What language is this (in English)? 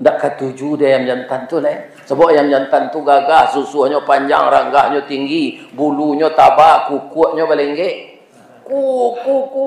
Minangkabau